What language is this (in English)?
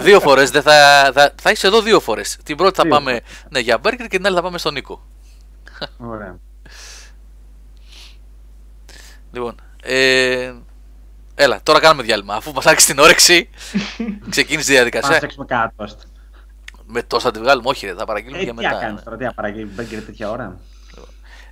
Greek